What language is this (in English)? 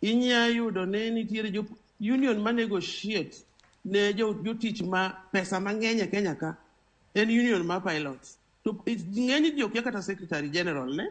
Luo (Kenya and Tanzania)